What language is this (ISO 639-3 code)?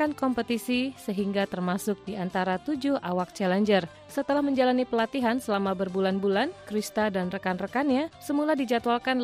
ind